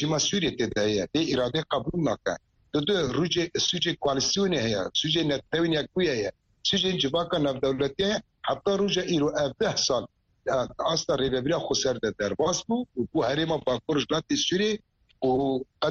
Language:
Kurdish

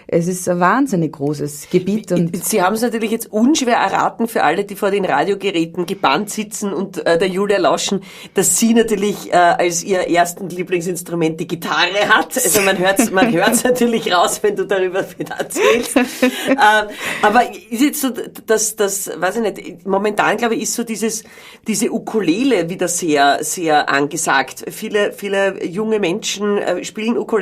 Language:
Bavarian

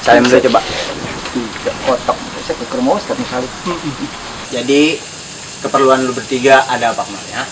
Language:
Betawi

